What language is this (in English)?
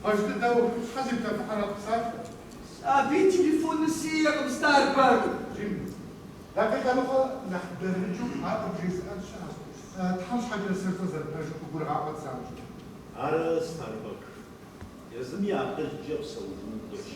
Kabardian